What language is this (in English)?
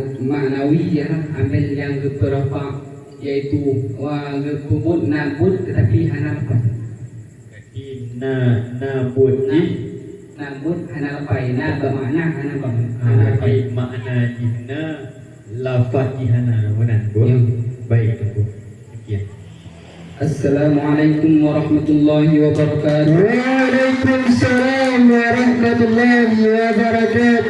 Achinese